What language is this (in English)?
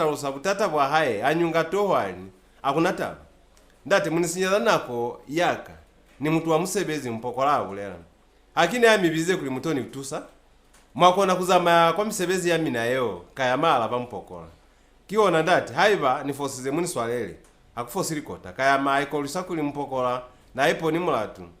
Lozi